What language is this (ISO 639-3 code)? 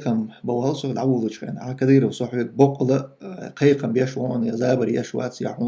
che